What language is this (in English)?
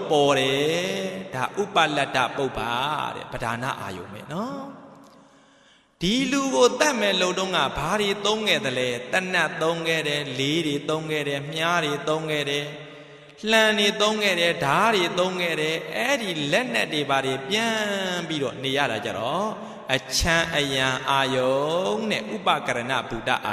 Burmese